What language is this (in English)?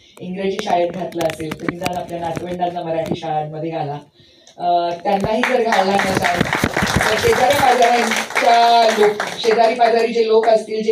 Marathi